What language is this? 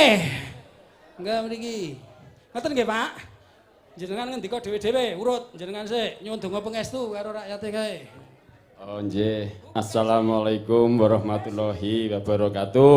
Javanese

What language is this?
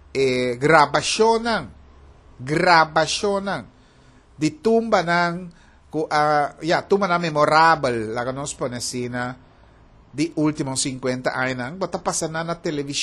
Papiamento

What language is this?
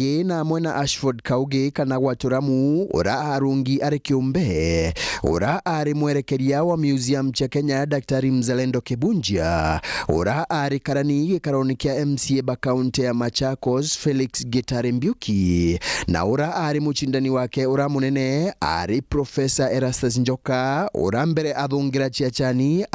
Meru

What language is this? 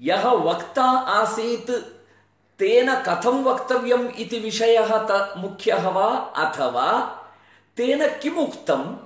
Sanskrit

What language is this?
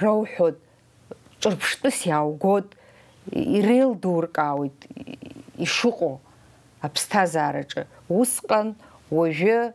Abkhazian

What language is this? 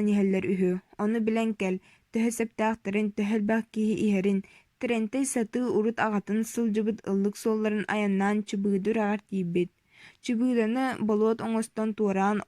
Yakut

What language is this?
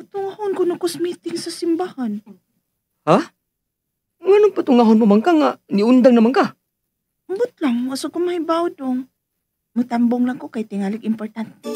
Cebuano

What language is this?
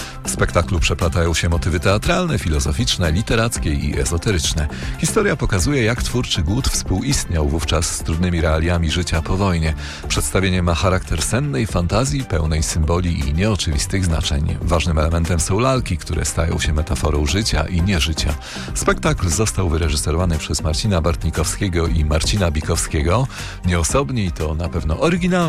Polish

